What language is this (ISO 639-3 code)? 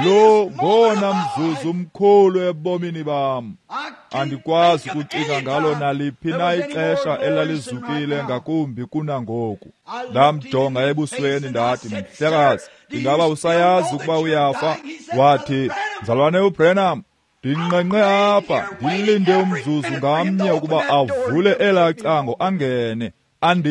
xho